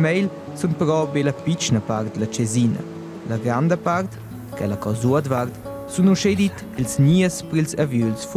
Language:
Romansh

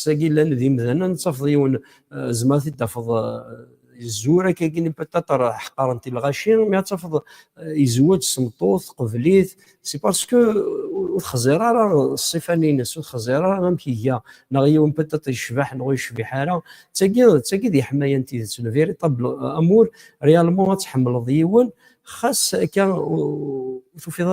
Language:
Kabyle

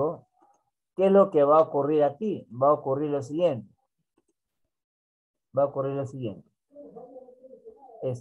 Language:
Spanish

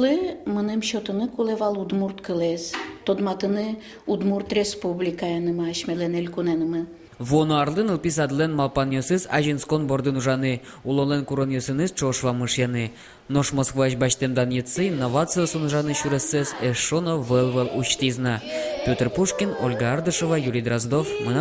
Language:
Udmurt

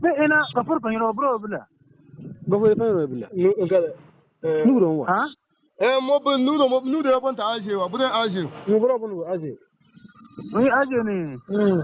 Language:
Bissa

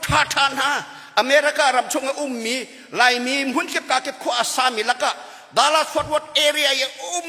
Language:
Hakha Chin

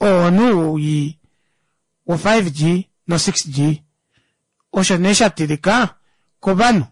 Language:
Kuanyama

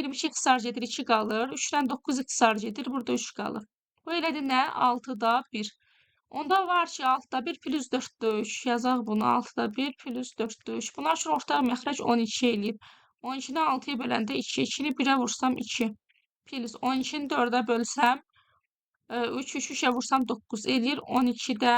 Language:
Azerbaijani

